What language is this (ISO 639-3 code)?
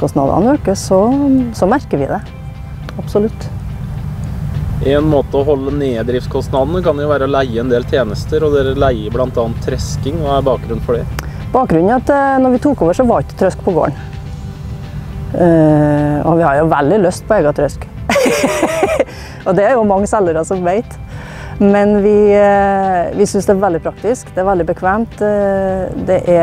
nor